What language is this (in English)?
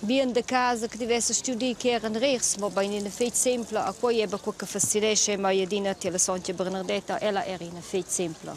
Romansh